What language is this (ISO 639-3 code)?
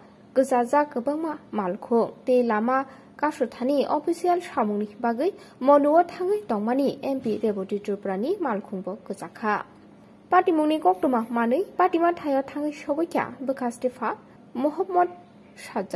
trp